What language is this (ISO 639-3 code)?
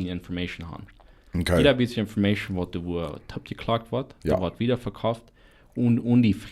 pdt